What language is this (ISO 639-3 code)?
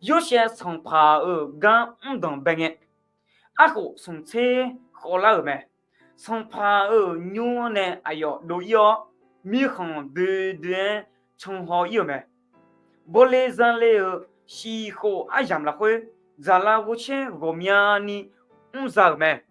ahk